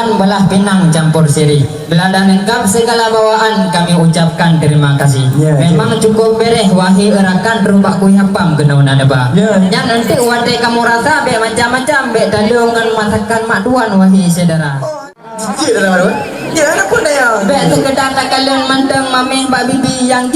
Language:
Achinese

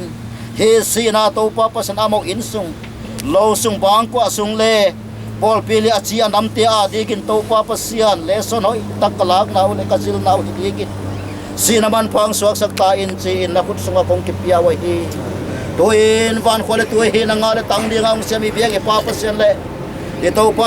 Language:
Paite Chin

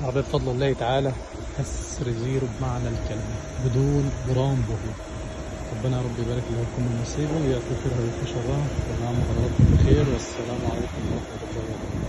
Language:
Egyptian Arabic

